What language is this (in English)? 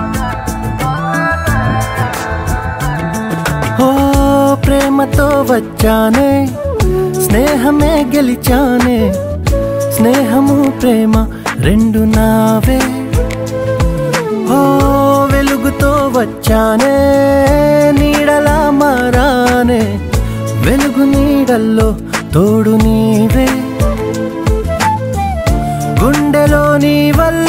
Telugu